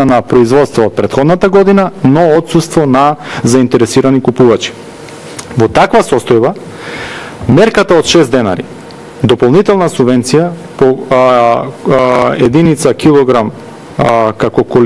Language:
Macedonian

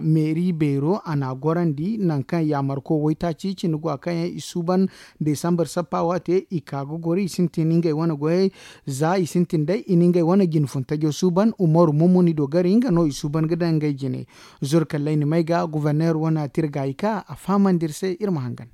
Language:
Zarma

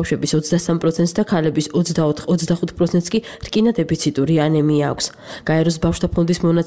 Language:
Georgian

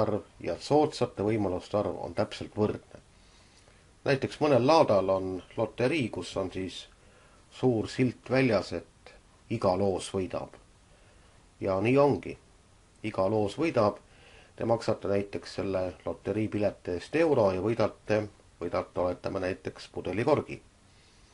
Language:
Estonian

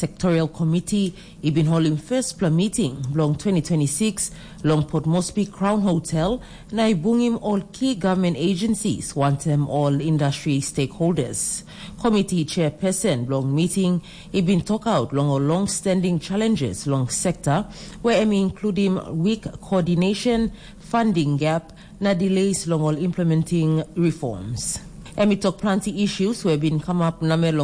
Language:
Tok Pisin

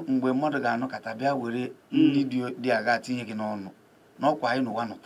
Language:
Igbo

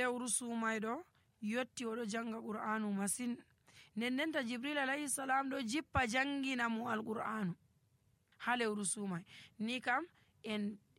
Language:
Nigerian Fulfulde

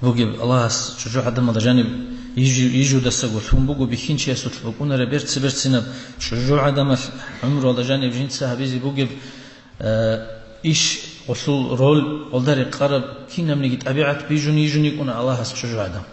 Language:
Avaric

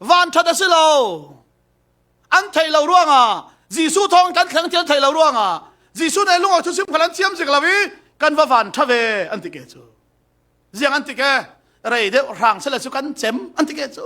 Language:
Falam Chin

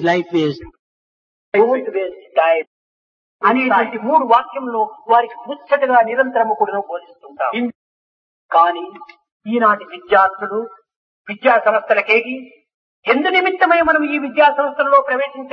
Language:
Telugu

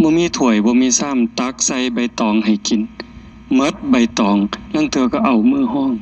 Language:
Northeastern Thai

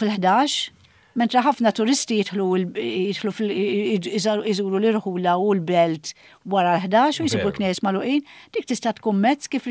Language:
Maltese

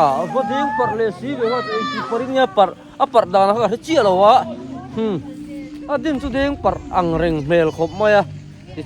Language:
Mizo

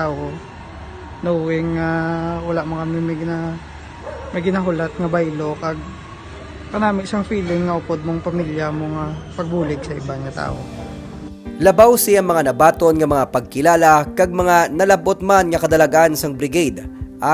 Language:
Hiligaynon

